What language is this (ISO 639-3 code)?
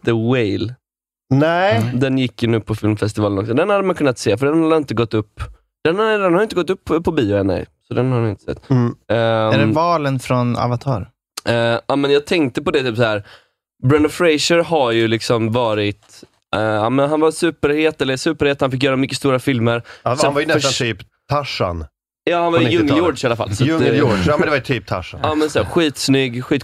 swe